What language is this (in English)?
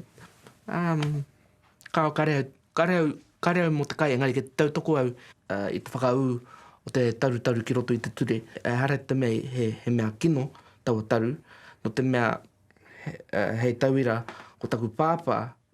Māori